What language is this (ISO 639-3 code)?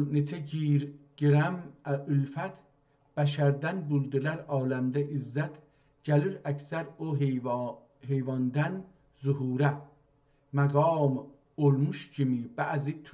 azb